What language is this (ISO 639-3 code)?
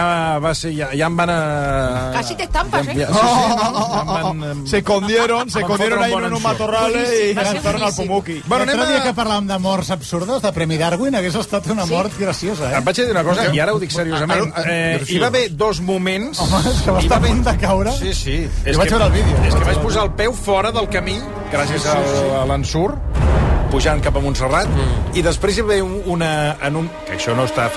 cat